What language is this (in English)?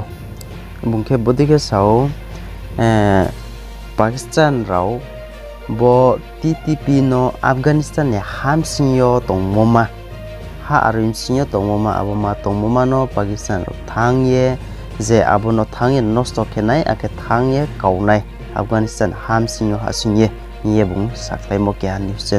Riang (India)